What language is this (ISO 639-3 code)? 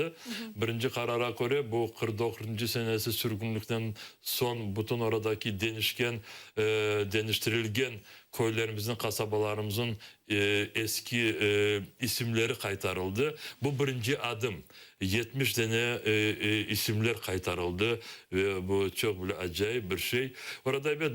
crh